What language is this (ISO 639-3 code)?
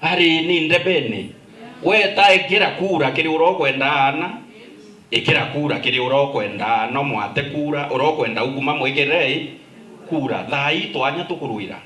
mer